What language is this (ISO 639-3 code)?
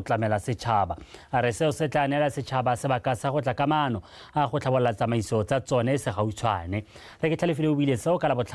tsn